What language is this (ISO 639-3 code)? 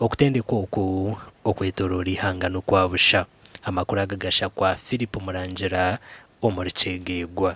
nyn